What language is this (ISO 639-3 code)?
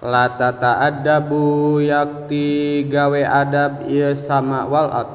sun